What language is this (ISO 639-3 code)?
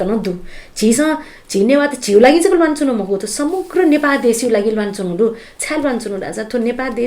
new